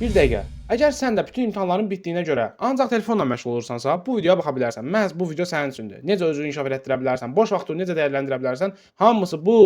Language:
Azerbaijani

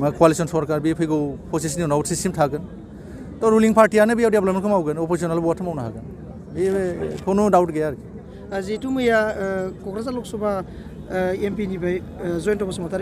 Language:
Bodo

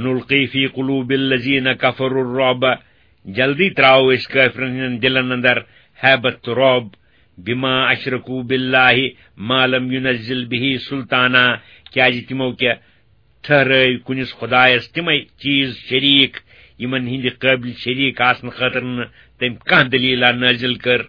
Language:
Kashmiri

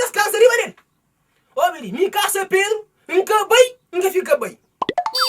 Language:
Kabuverdianu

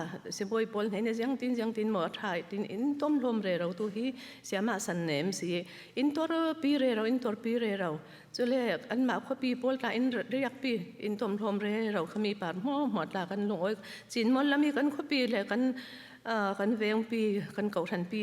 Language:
Falam Chin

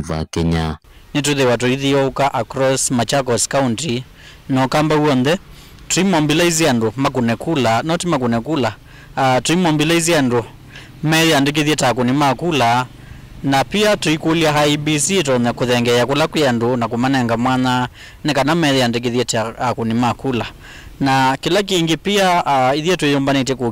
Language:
Kamba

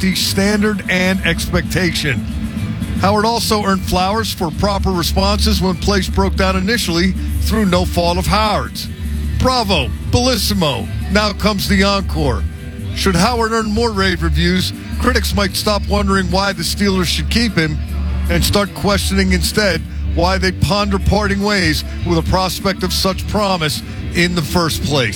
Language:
English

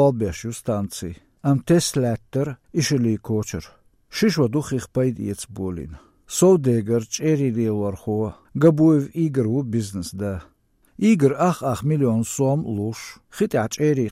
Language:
Chechen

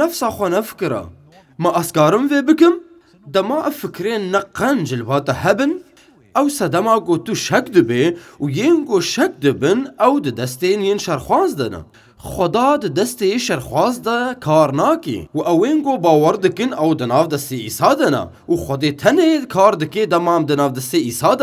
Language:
Kurdish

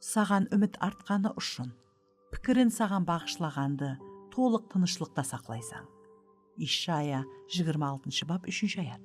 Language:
Kara-Kalpak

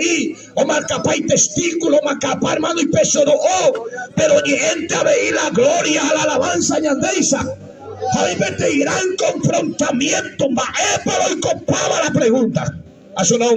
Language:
Guarani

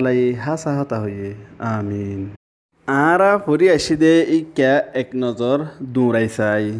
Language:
Rohingya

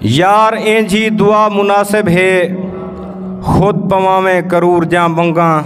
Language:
Saraiki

